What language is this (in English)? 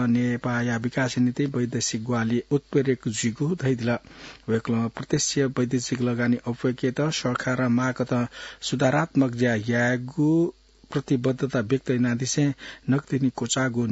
Newari